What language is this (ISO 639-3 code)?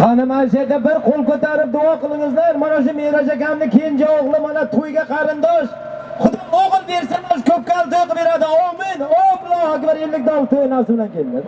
uzb